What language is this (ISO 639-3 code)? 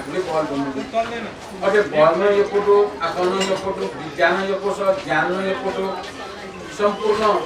new